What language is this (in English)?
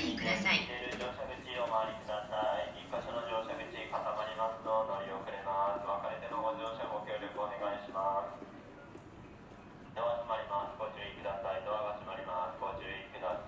Japanese